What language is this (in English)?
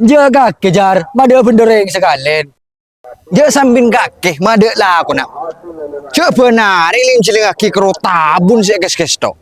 Madurese